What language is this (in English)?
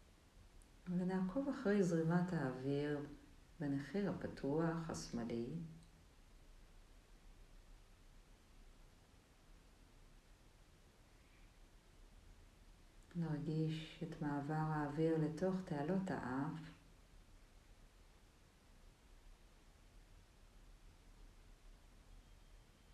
Hebrew